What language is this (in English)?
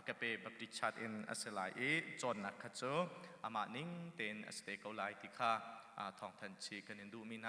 Hakha Chin